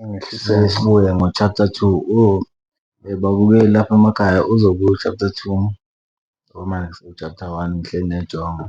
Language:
Zulu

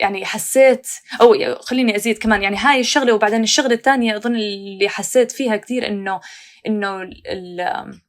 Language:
North Levantine Arabic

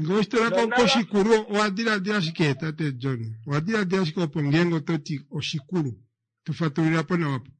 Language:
Kuanyama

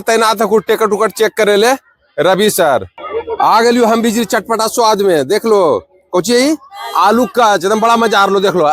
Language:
Magahi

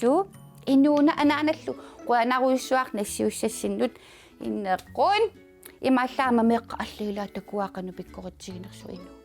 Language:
Kalaallisut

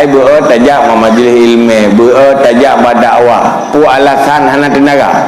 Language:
Achinese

